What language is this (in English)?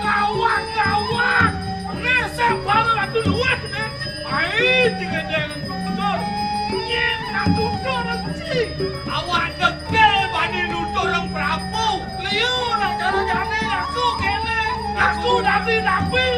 Balinese